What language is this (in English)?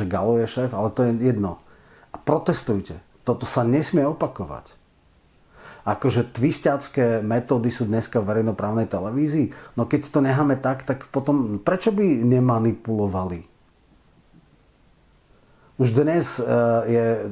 Slovak